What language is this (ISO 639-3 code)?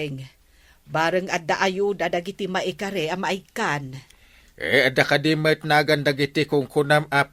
ilo